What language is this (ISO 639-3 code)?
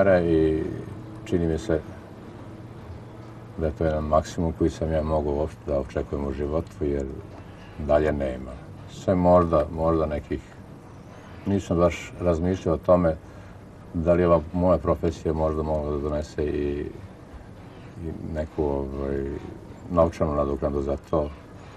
srp